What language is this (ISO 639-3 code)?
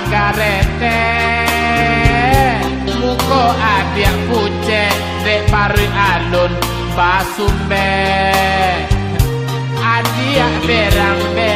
min